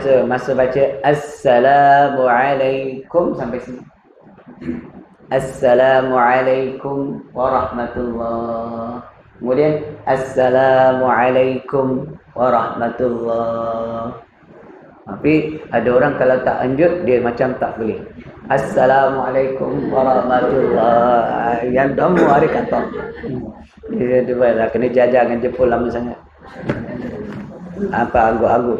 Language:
Malay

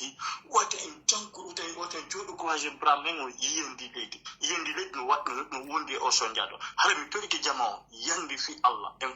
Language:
Pular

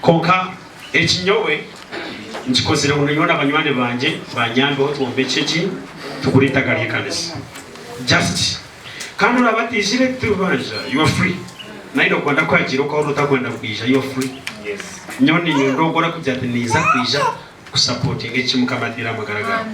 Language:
Nyankole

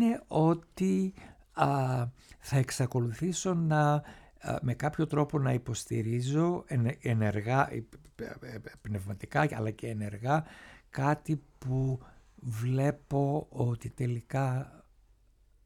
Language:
Greek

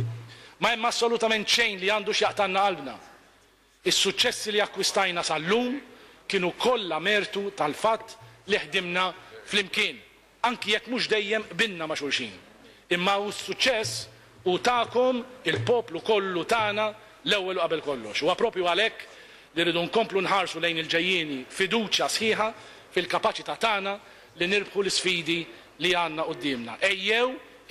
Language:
Maltese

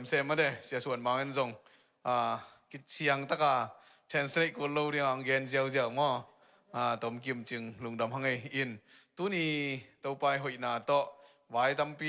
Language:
Tedim Chin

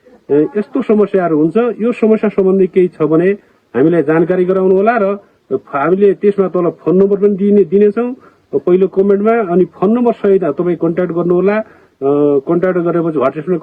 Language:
Nepali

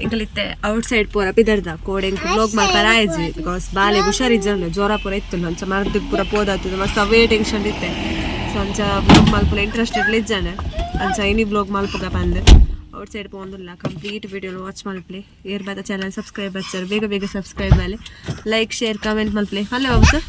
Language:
Tulu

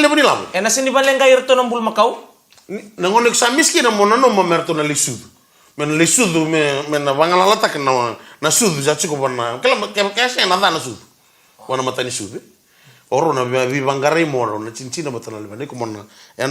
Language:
Fijian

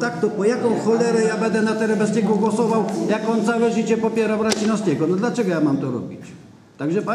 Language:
Polish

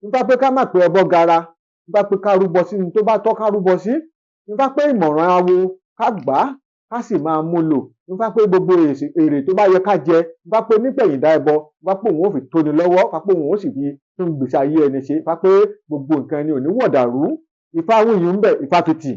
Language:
Yoruba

